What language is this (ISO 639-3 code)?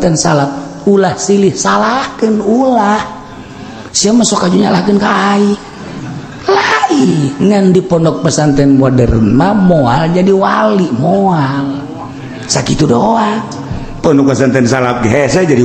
sun